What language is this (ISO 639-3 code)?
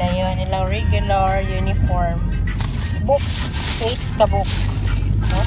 ceb